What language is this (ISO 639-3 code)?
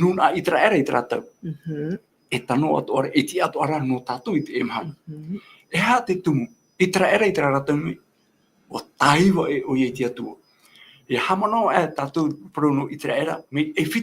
tah